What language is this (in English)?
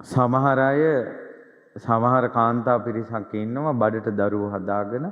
Sinhala